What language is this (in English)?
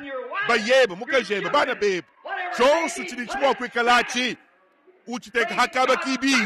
Luba-Lulua